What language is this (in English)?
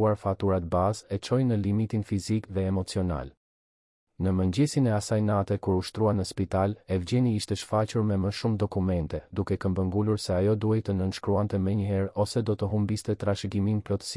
Albanian